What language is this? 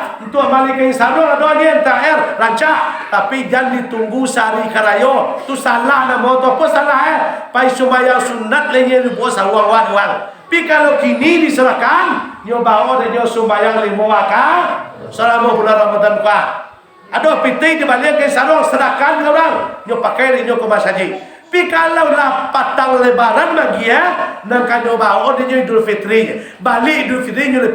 Minangkabau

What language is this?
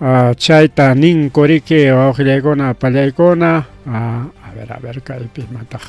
Ayacucho Quechua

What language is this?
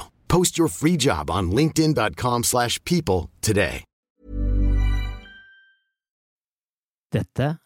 Norwegian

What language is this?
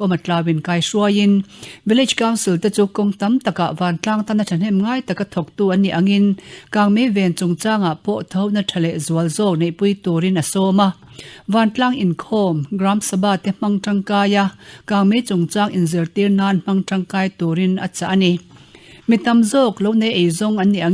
Mizo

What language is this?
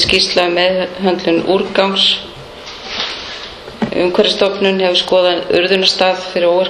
Icelandic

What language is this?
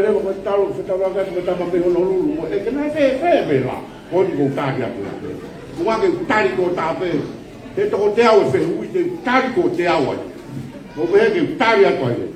Tongan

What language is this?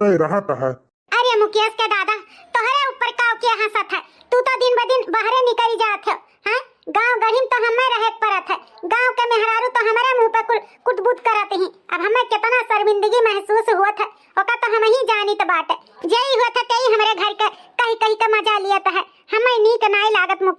Awadhi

